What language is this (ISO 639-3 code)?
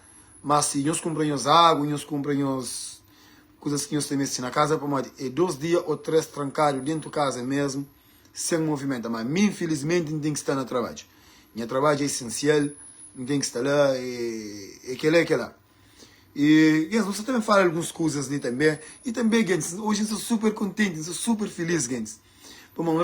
kea